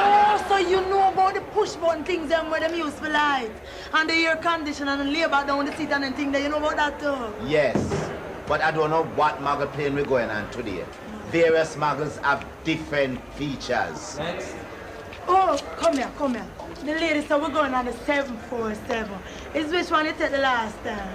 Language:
Jamaican Creole English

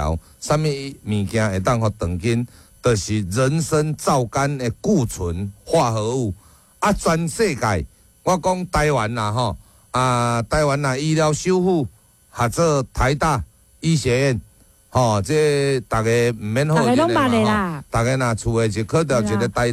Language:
Min Nan Chinese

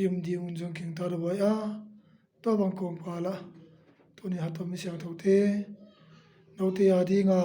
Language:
Tedim Chin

